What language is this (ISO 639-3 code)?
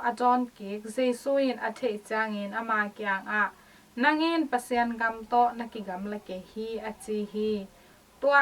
ctd